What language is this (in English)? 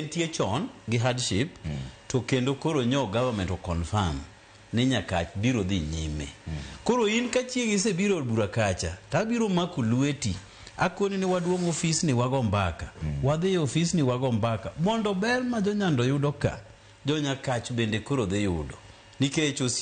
Luo (Kenya and Tanzania)